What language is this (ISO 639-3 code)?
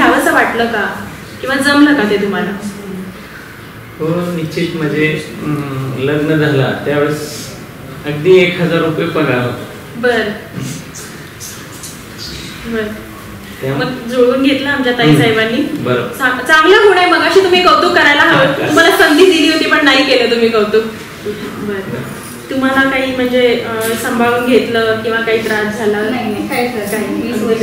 mar